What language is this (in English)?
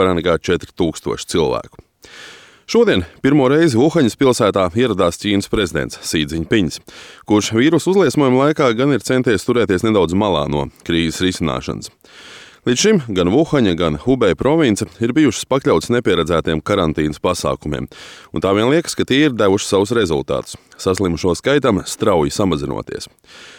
Latvian